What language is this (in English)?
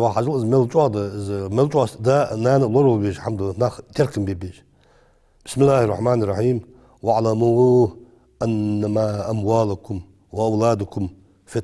Ingush